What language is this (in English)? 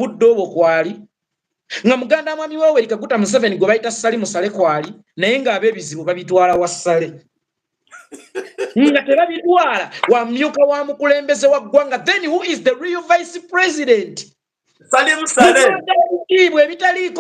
Ganda